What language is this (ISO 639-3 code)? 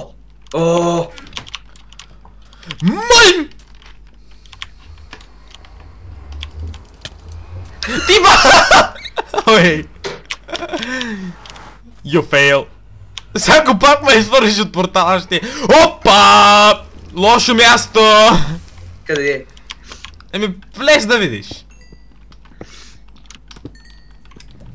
bul